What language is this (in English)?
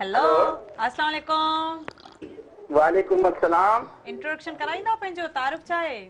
Sindhi